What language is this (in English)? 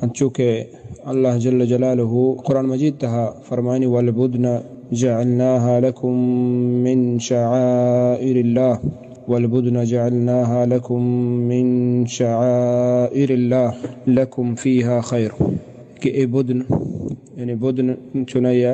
Baluchi